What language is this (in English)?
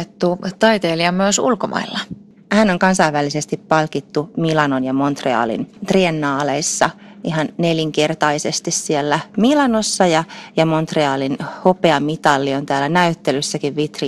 Finnish